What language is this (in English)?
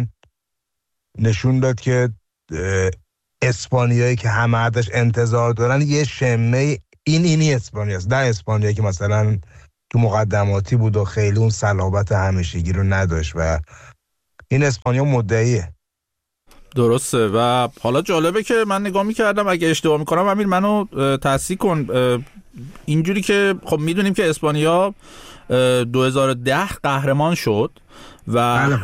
Persian